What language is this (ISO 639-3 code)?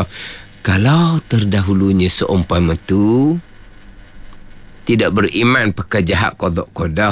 msa